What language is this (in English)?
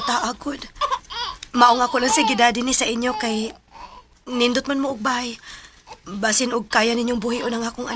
Cebuano